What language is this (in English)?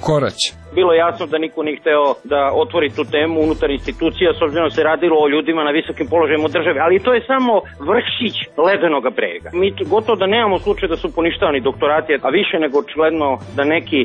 Serbian